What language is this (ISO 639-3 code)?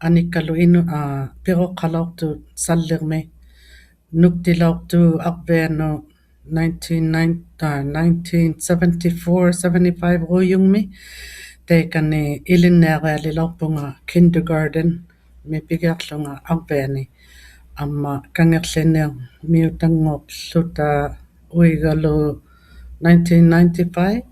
iku